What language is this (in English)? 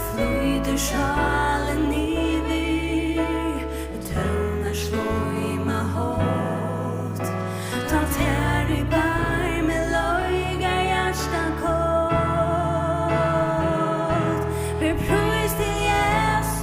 Faroese